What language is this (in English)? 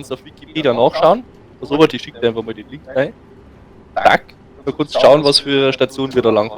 Bavarian